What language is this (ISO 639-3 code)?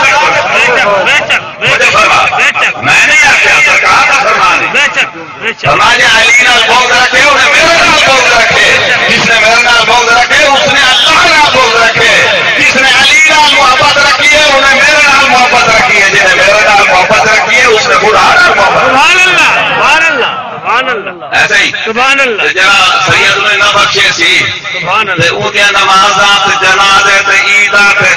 skr